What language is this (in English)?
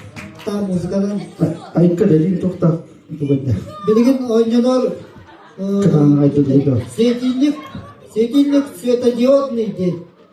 Yakut